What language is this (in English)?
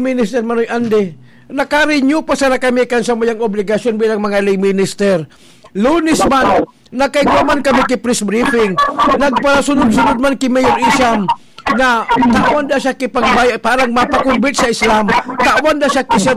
Bikol